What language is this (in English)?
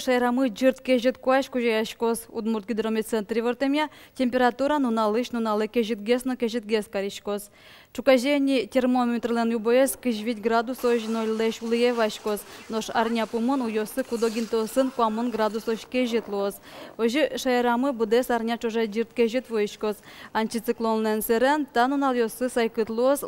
Udmurt